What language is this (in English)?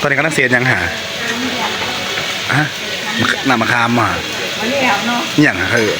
Northeastern Thai